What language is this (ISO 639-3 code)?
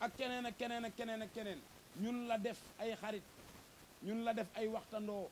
wol